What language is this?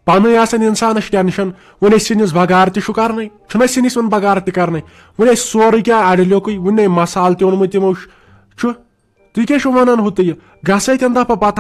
Kashmiri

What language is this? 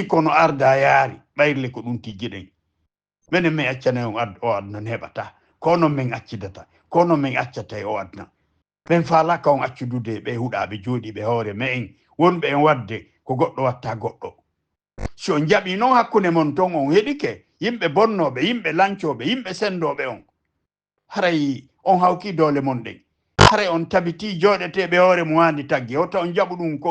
Fula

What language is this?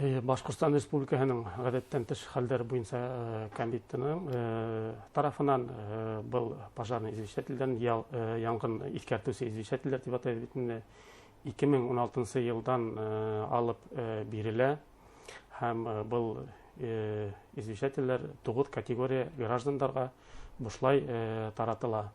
Bashkir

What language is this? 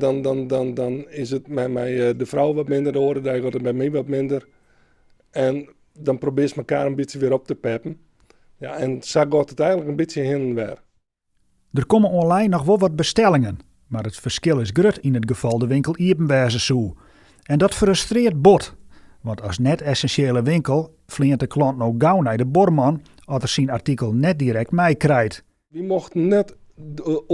Western Frisian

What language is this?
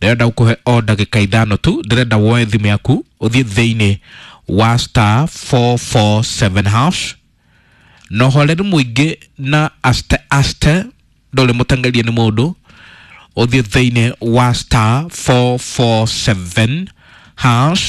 Kikuyu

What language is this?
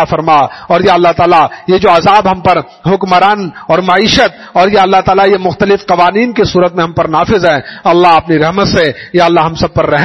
Urdu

